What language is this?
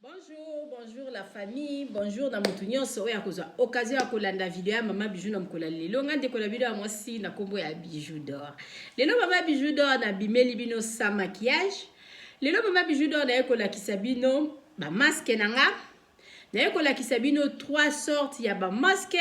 Lingala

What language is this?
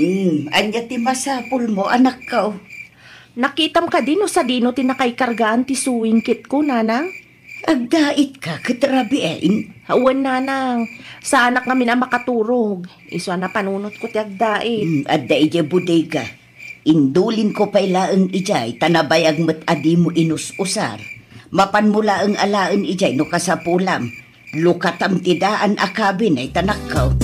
Iloko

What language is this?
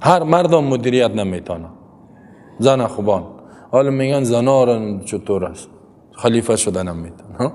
Persian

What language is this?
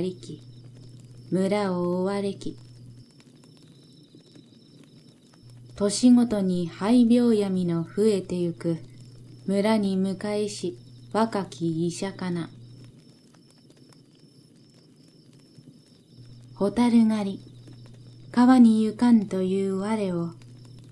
Japanese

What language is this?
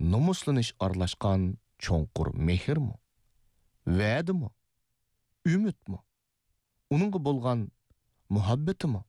Uyghur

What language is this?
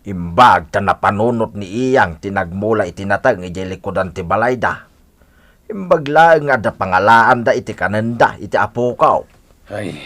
Iloko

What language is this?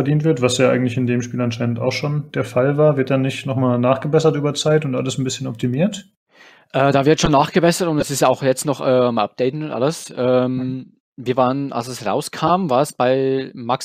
German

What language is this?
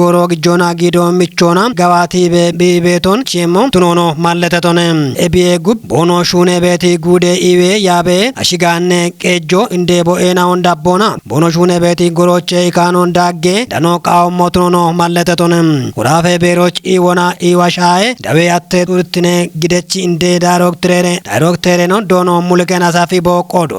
Kafa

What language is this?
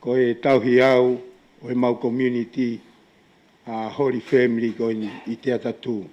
Tongan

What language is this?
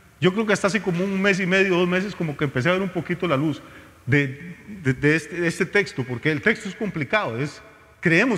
Spanish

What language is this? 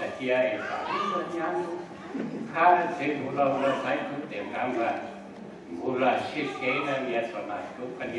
Malagasy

